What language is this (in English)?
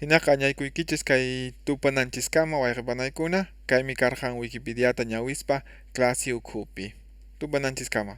Quechua